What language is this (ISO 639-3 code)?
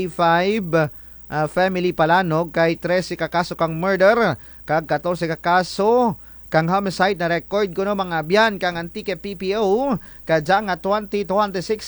krj